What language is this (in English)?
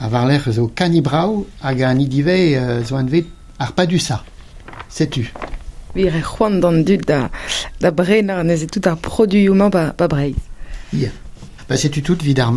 Breton